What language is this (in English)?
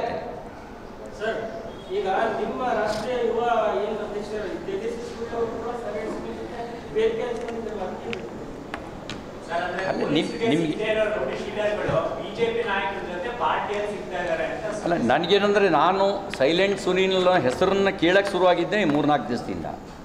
Kannada